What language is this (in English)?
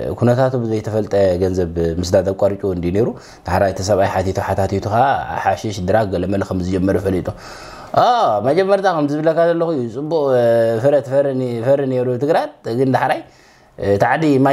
Tigrinya